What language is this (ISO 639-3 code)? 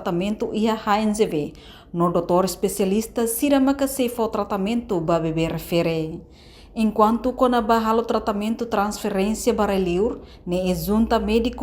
tet